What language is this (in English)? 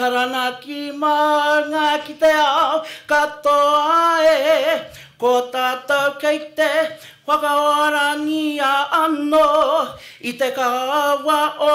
Māori